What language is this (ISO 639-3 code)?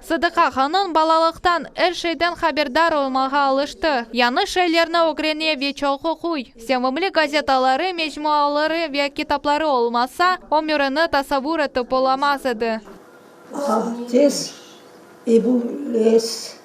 crh